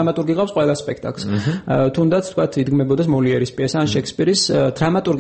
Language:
Georgian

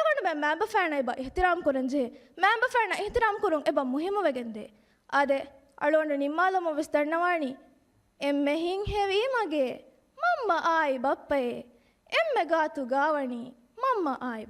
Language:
Divehi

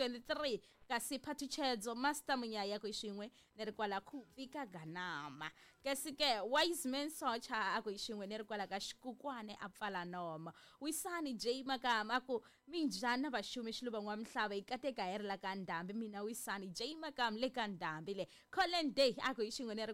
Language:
Tsonga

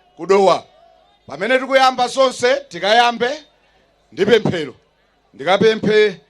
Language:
Nyanja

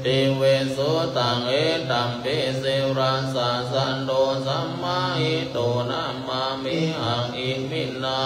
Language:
Pali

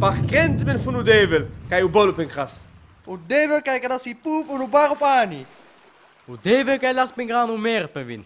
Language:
Sinte Romani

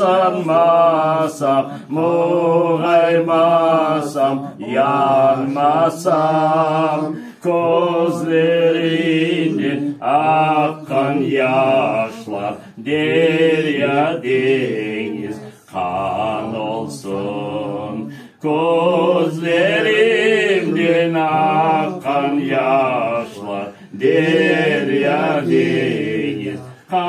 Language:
Crimean Tatar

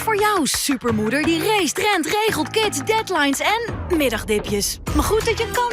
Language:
Western Frisian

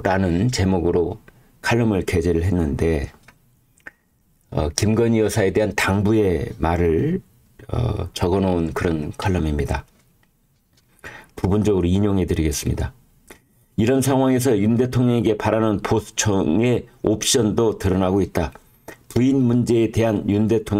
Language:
Korean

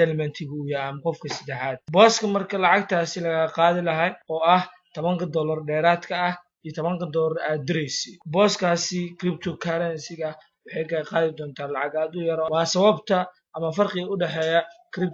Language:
Somali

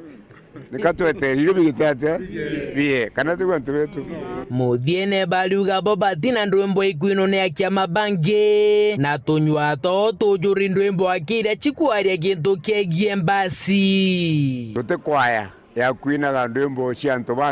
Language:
Meru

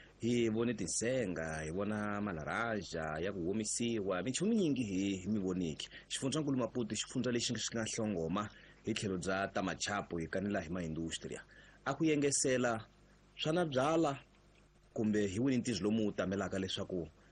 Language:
Tsonga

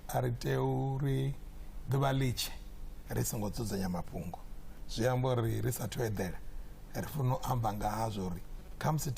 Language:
Venda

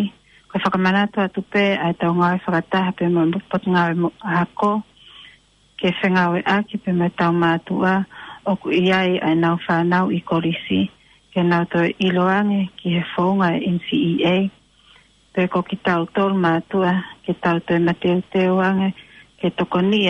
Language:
Tongan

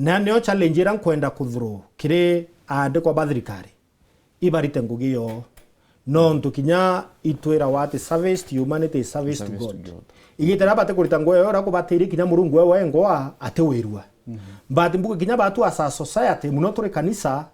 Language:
Meru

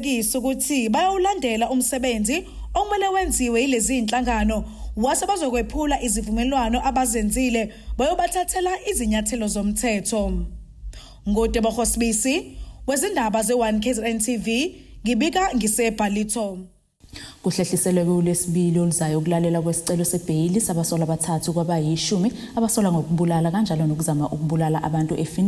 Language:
Zulu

